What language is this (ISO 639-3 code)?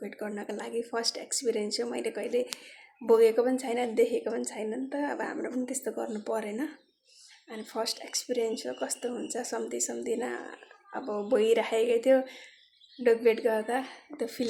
nep